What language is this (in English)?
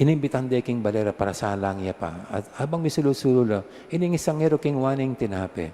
Pampanga